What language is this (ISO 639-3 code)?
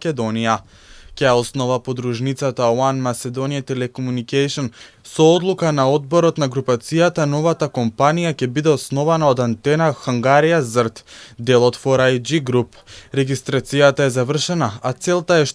mkd